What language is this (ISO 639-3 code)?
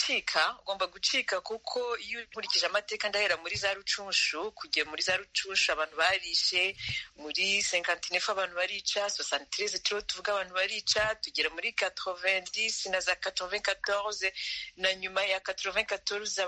kin